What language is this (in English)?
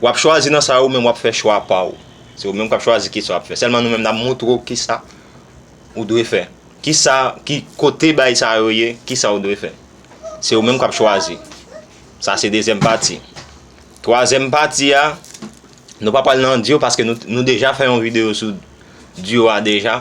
Haitian Creole